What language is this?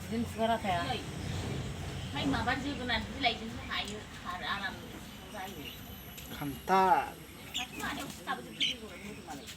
Bodo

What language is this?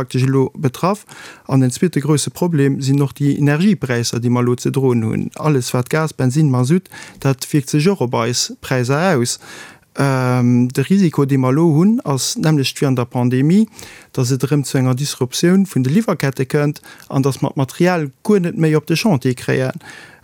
Luxembourgish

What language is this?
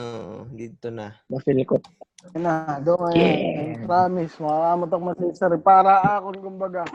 Waray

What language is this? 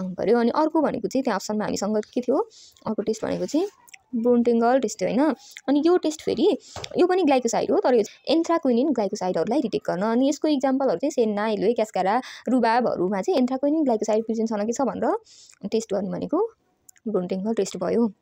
Nepali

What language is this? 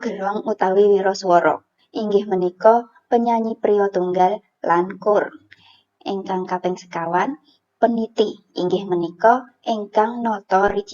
Javanese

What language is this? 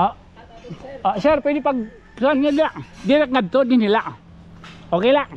Waray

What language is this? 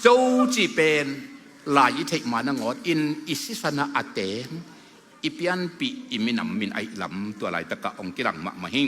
Tedim Chin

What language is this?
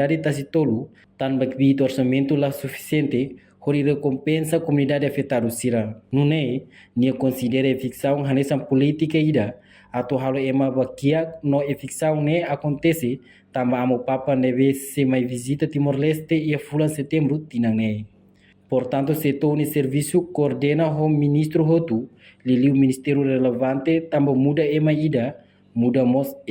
Tetum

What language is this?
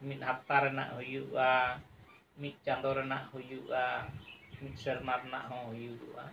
Santali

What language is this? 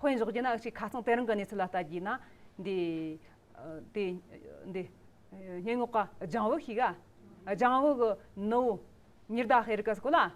Amdo Tibetan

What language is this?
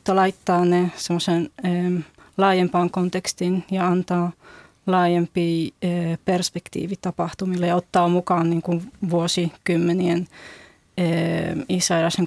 Finnish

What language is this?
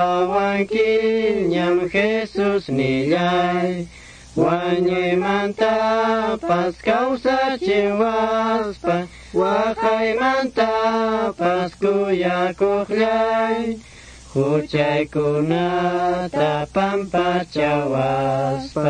Quechua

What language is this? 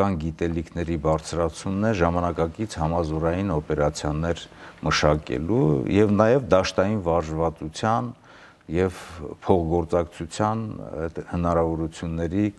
Armenian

